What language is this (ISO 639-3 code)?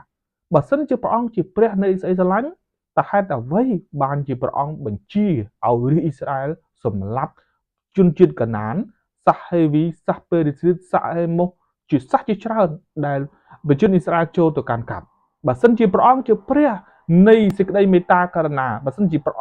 khm